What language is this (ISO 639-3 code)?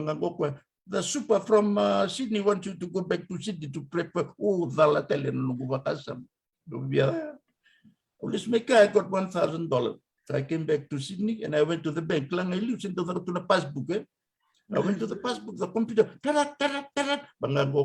fij